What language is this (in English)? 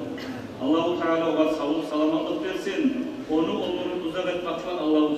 Kumyk